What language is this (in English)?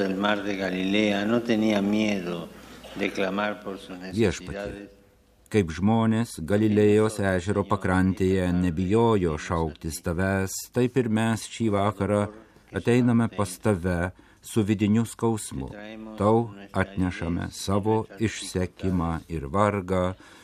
Lithuanian